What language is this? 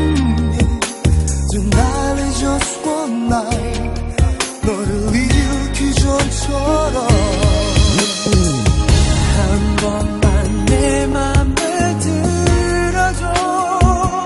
Korean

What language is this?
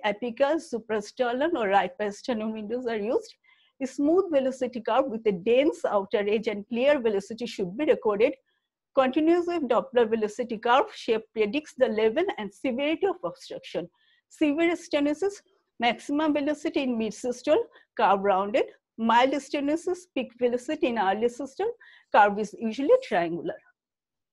English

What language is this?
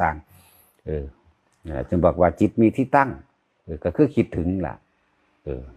Northeastern Thai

